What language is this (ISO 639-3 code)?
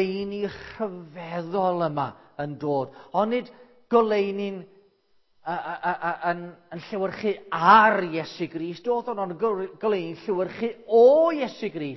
cym